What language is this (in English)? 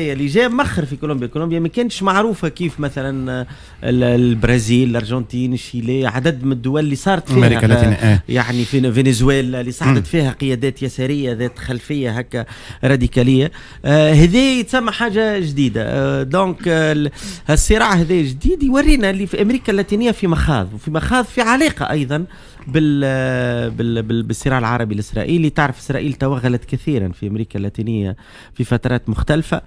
Tunisian Arabic